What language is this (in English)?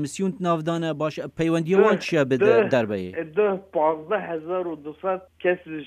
Kurdish